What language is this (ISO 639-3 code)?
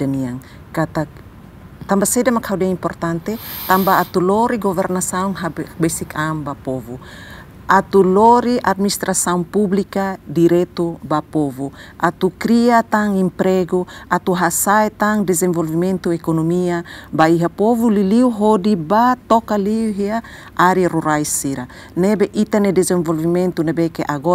tet